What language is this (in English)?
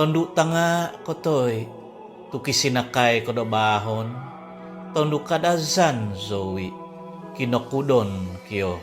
Central Dusun